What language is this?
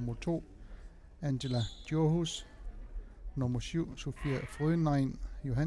Kalaallisut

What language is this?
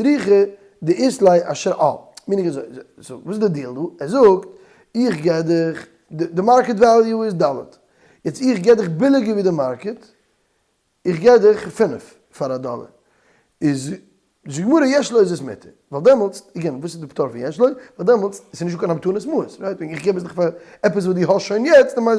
Yiddish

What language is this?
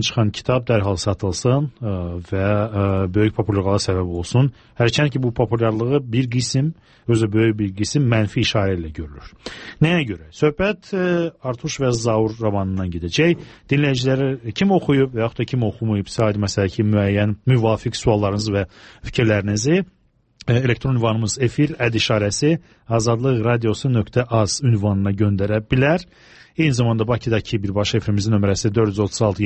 Azerbaijani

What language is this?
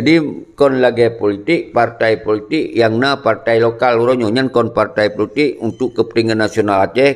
Achinese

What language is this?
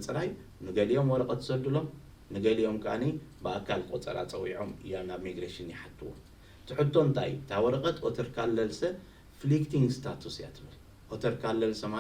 Tigrinya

